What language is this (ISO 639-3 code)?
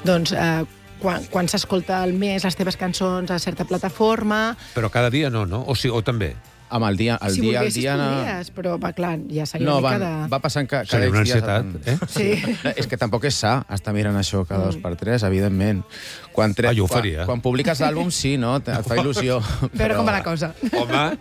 cat